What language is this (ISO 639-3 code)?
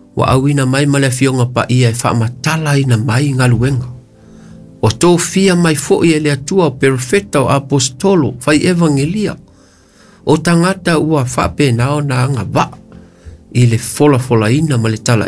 smo